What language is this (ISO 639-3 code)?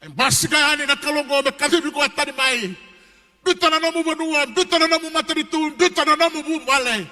fij